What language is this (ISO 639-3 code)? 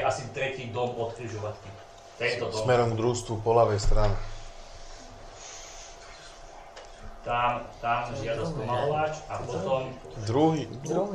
slk